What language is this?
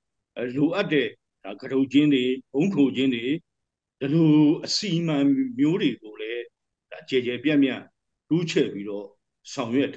Burmese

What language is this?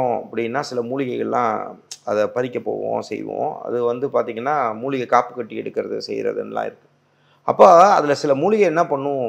Tamil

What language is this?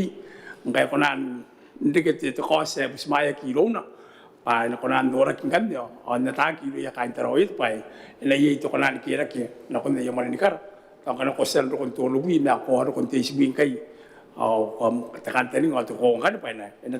Gilbertese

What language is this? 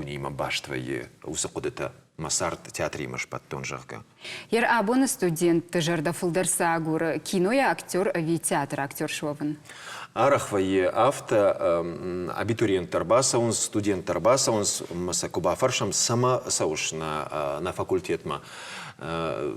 Ossetic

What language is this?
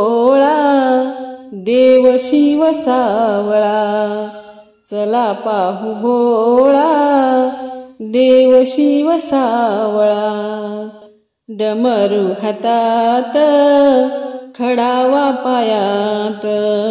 Marathi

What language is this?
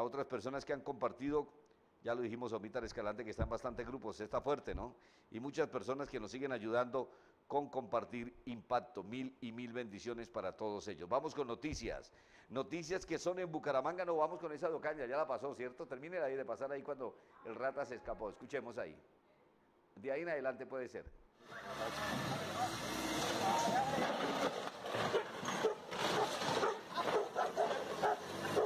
Spanish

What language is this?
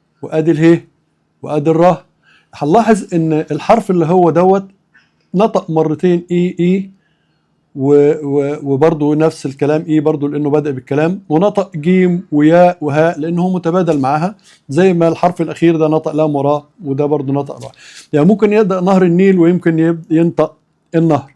Egyptian Arabic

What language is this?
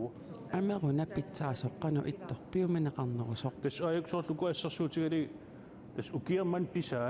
Kalaallisut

